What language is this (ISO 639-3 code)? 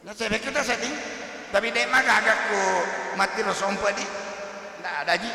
bug